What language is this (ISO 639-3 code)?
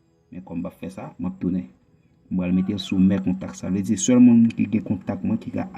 hat